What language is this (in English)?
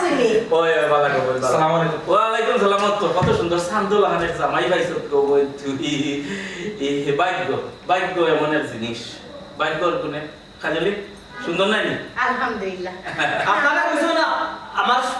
Sylheti